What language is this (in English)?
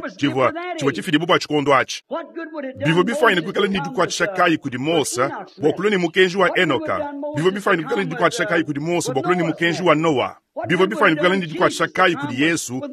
Luba-Lulua